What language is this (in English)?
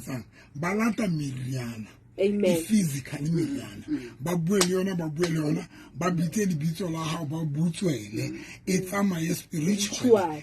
Southern Sotho